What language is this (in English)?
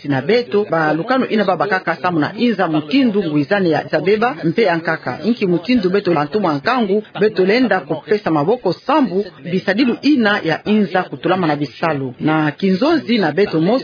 Kituba (Democratic Republic of Congo)